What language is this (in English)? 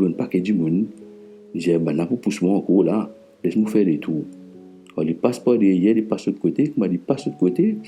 Morisyen